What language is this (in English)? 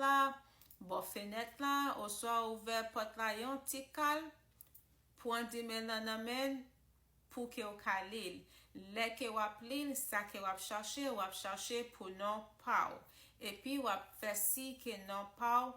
Haitian Creole